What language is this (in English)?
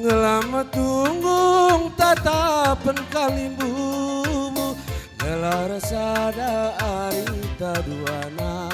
Batak Karo